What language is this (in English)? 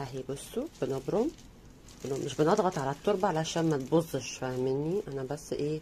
Egyptian Arabic